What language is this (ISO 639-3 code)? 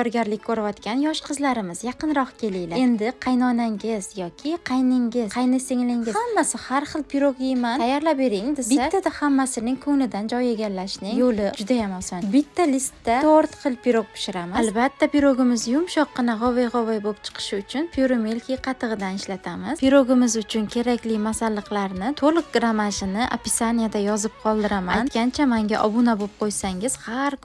uzb